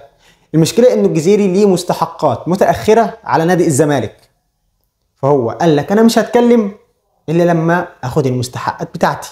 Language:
Egyptian Arabic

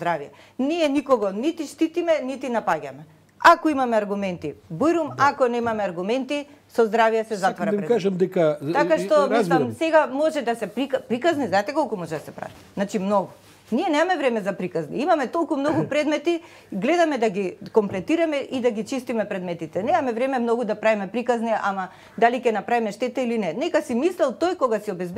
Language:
Macedonian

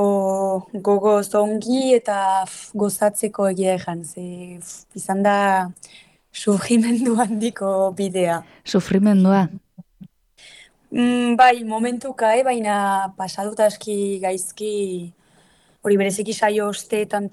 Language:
Basque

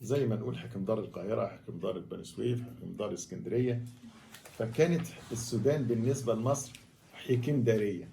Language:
Egyptian Arabic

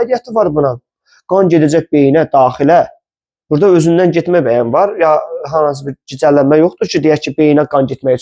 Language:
Azerbaijani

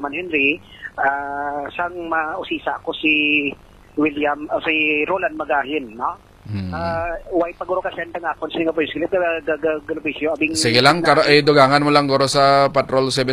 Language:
Hiligaynon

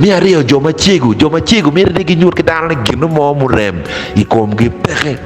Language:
Acoli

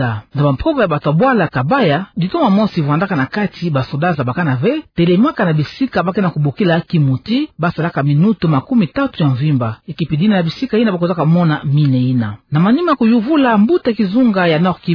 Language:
Kituba (Democratic Republic of Congo)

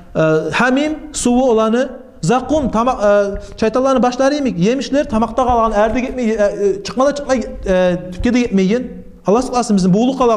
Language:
Kumyk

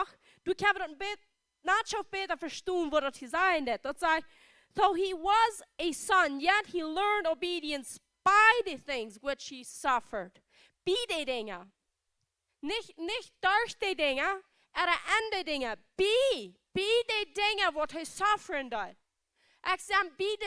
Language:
Plautdietsch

